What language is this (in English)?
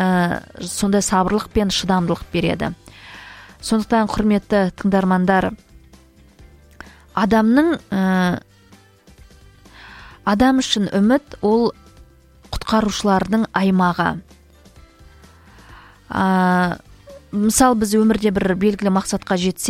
Kazakh